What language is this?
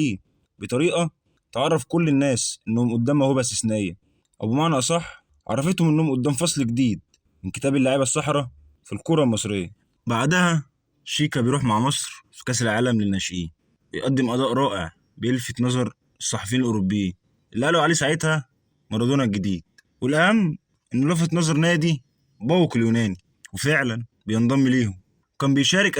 Egyptian Arabic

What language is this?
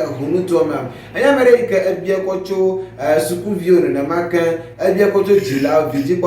Ewe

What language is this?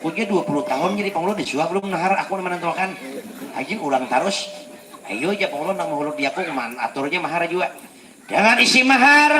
Banjar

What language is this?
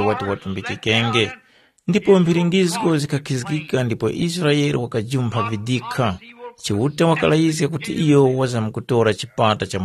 Tumbuka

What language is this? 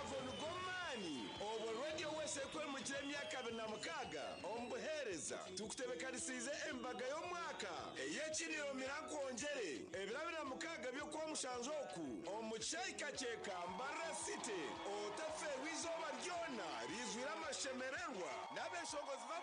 Nyankole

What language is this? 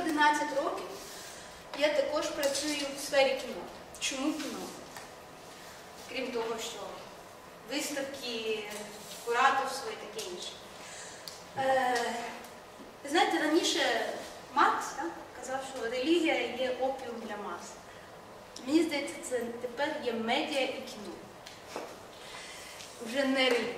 Ukrainian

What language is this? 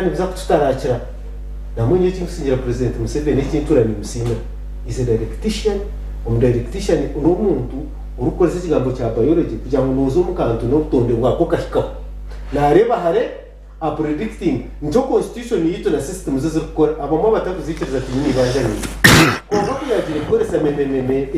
Nyankole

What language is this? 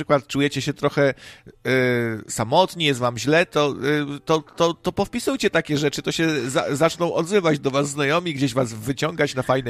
Polish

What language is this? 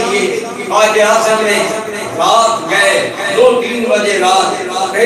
Urdu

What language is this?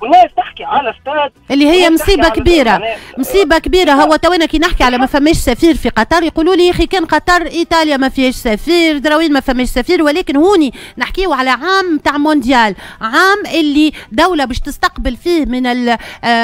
Tunisian Arabic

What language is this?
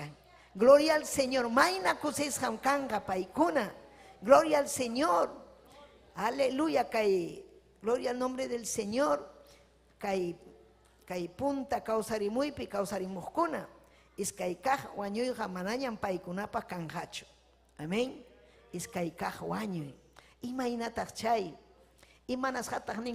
Ayacucho Quechua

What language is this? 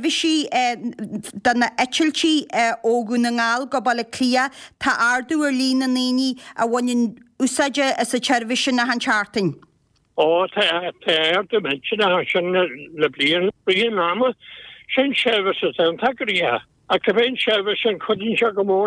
Irish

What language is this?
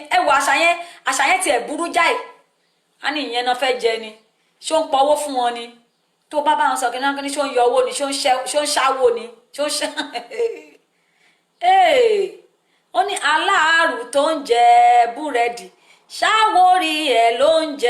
Yoruba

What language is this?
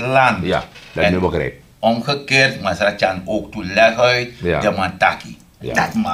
Sranan Tongo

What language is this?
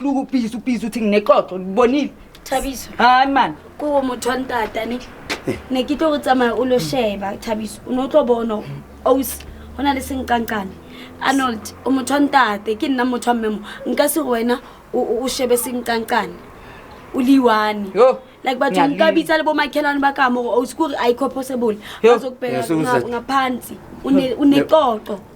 Zulu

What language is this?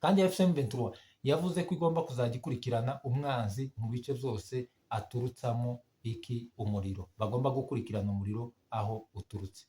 Kinyarwanda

